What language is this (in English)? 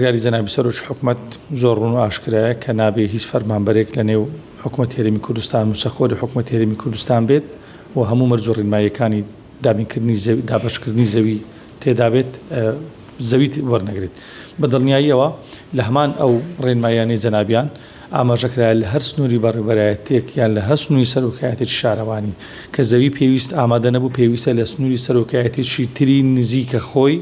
Central Kurdish